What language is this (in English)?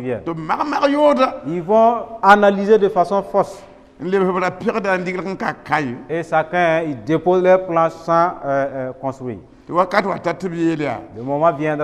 Mossi